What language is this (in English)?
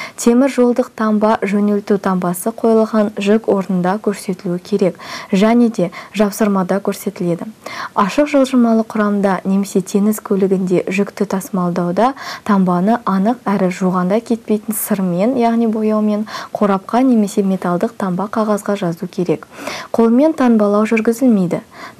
Kazakh